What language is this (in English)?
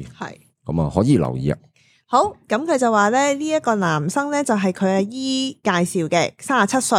Cantonese